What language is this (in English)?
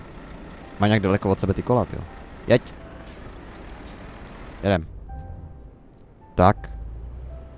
Czech